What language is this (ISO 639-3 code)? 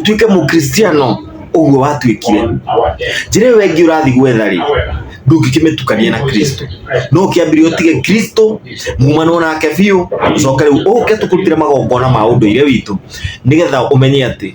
kik